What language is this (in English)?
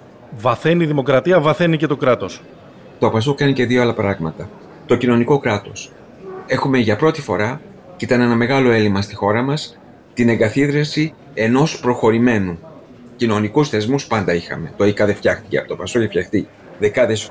Greek